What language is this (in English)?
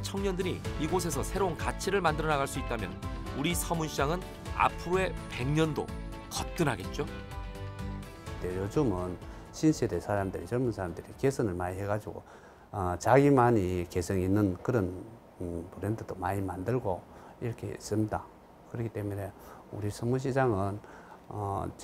Korean